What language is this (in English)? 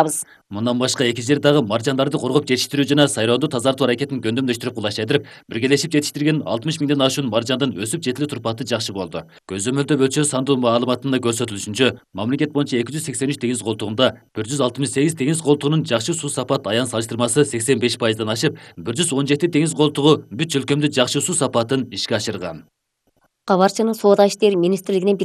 Kyrgyz